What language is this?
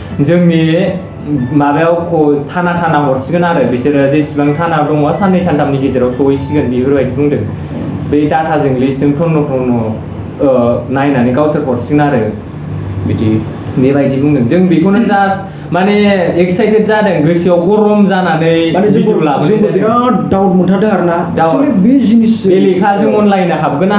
Bodo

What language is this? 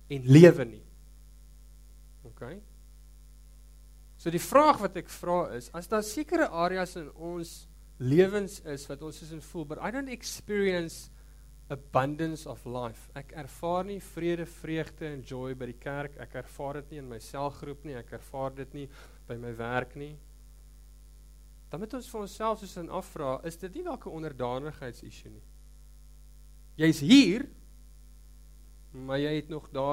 Afrikaans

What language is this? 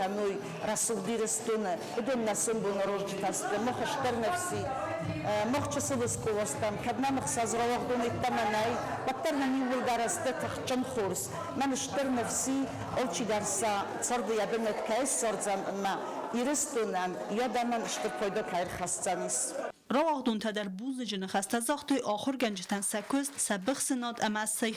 Ossetic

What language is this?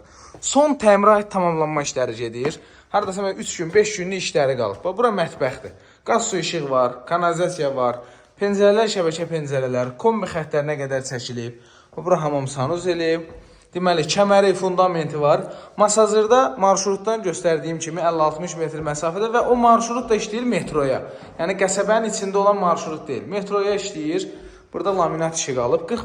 Azerbaijani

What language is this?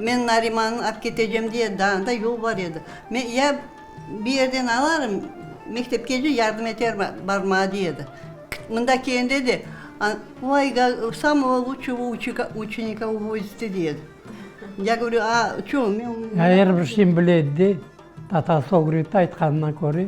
Crimean Tatar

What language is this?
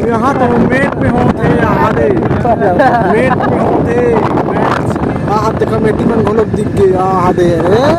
Chhattisgarhi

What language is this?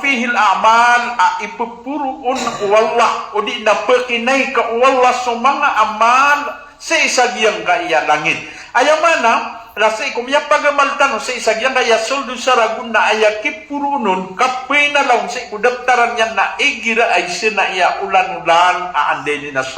Maranao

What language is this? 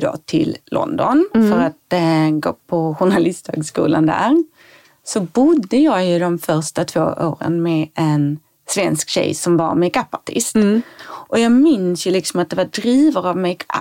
Swedish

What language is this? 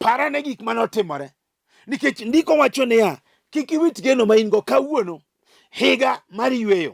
Luo (Kenya and Tanzania)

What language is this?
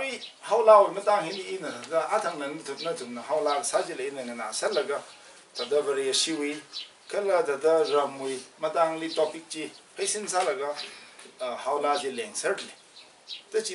Tangkhul Naga (India)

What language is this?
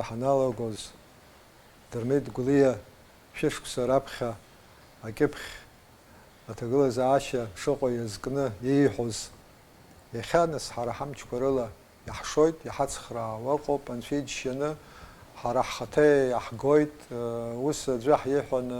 Abkhazian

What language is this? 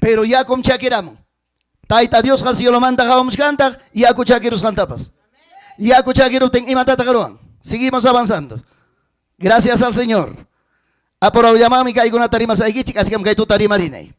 Ayacucho Quechua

